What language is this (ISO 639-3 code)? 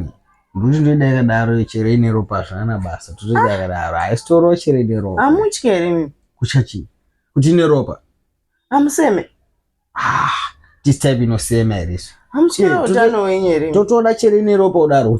sna